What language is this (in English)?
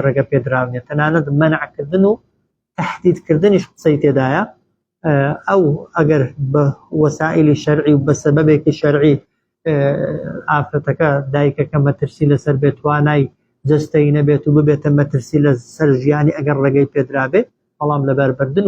Central Kurdish